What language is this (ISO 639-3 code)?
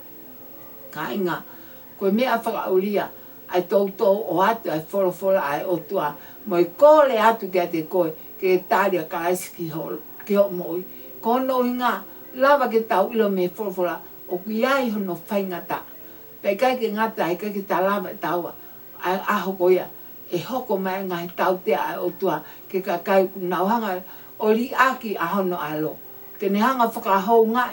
ton